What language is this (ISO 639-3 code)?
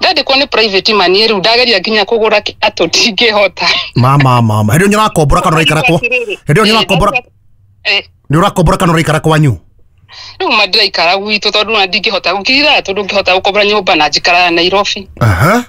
kik